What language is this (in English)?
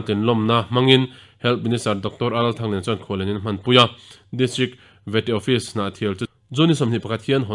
Mizo